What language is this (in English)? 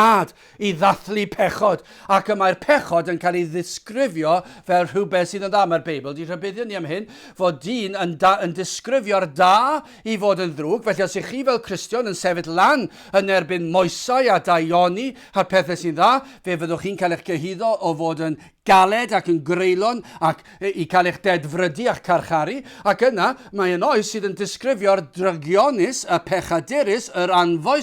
Welsh